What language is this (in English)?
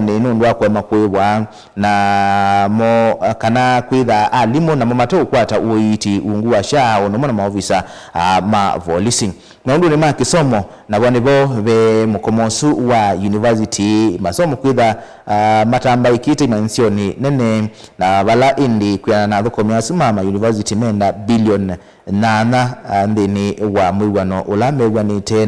Kamba